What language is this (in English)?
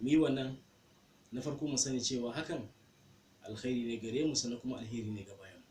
Hausa